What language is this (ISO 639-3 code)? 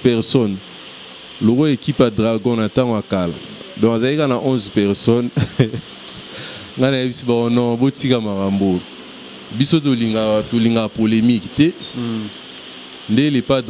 lin